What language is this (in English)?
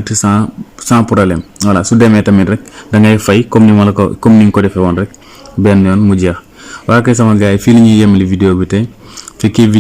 Wolof